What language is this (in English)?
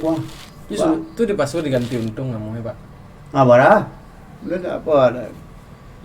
Minangkabau